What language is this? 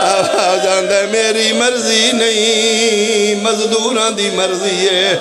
Pahari-Potwari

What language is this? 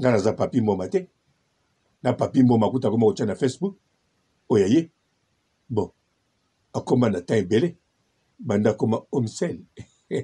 Lingala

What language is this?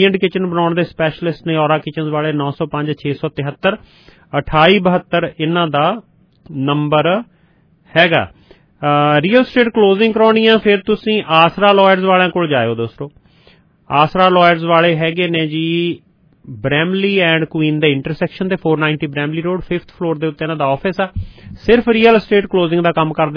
Punjabi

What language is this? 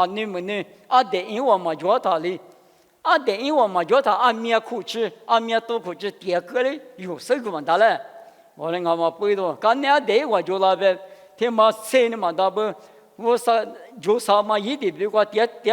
Lisu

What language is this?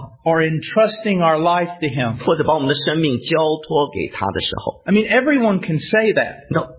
Chinese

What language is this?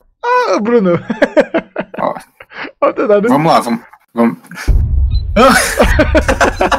Portuguese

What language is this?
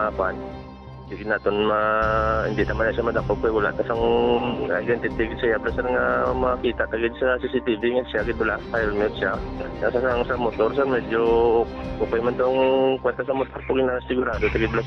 Hiligaynon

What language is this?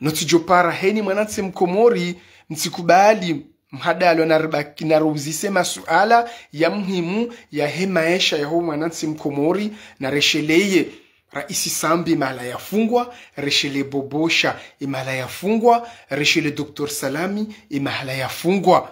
Ngazidja Comorian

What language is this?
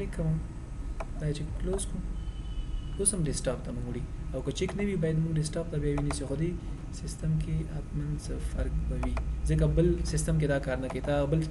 Pashto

